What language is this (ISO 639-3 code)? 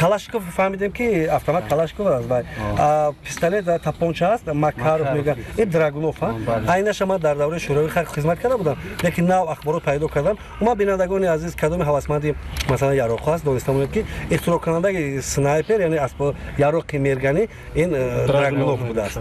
tgk